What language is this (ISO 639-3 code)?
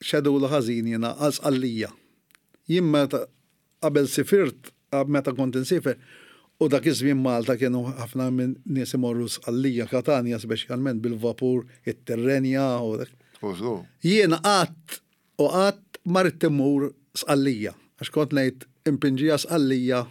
mlt